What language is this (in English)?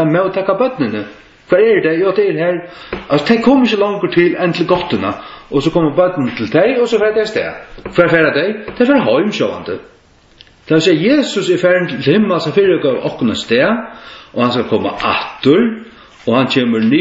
Faroese